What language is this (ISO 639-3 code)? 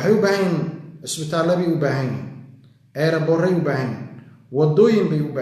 som